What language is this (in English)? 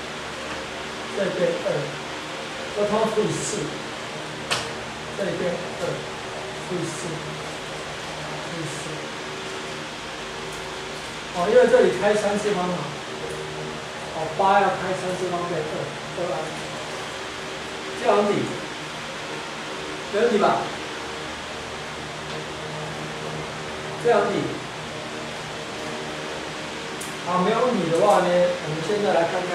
Chinese